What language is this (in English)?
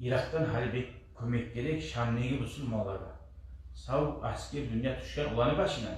Kumyk